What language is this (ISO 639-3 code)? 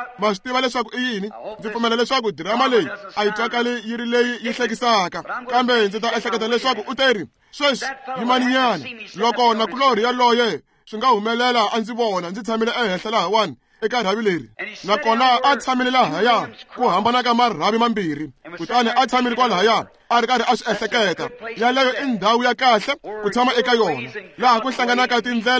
tso